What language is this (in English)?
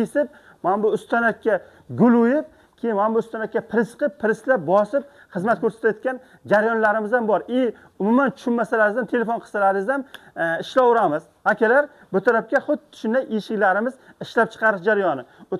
Uzbek